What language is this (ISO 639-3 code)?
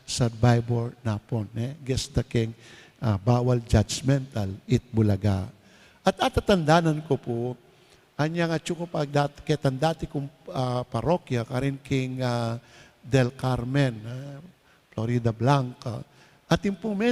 pam